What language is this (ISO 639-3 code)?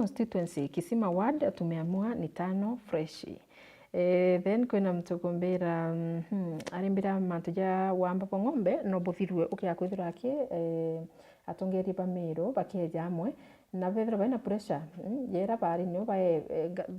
mer